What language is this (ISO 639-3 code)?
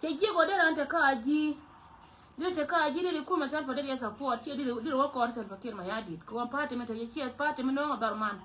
nus